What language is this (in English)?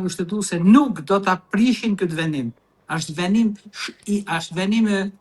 Albanian